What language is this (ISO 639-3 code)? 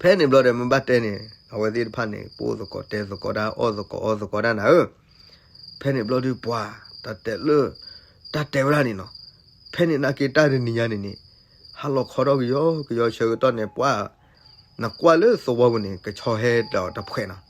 ksw